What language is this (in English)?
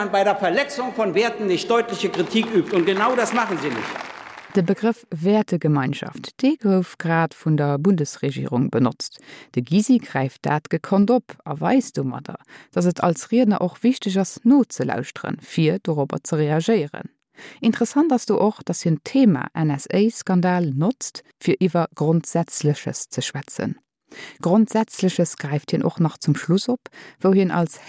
Luxembourgish